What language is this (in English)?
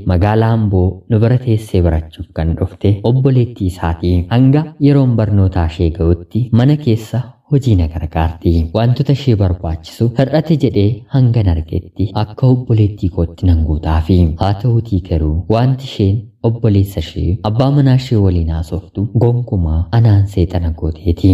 Oromo